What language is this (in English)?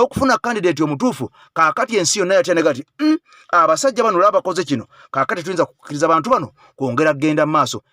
Ganda